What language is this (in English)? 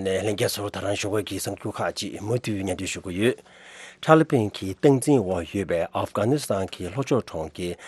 Tibetan